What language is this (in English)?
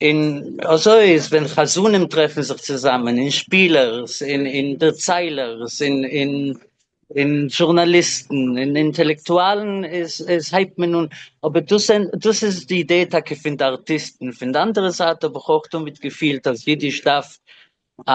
Yiddish